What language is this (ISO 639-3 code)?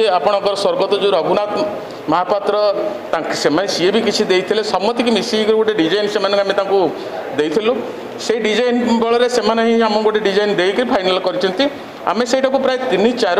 ori